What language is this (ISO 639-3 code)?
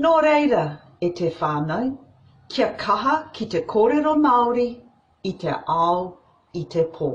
mri